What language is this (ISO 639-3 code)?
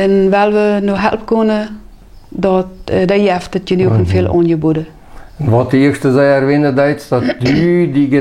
pdt